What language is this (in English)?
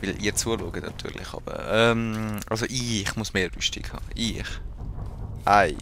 Swiss German